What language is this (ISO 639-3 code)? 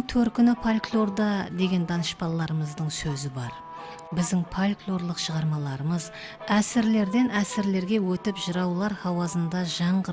kaa